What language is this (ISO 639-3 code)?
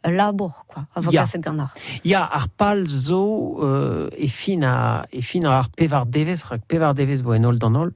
bre